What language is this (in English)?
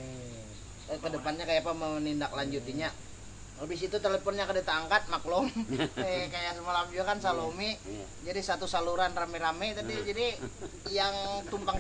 Banjar